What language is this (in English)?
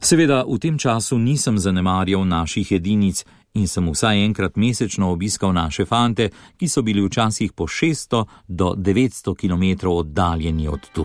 Slovenian